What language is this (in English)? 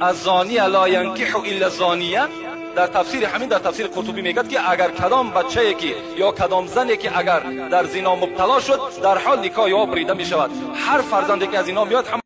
Tajik